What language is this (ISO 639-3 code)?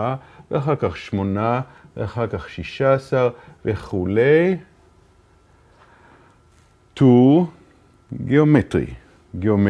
heb